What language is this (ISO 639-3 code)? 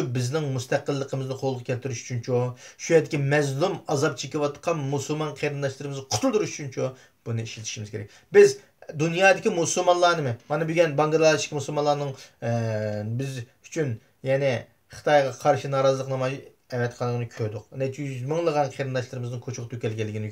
uig